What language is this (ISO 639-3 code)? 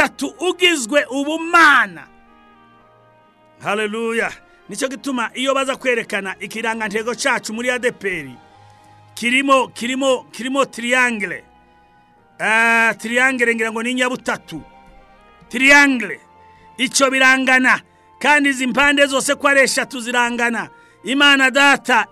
kin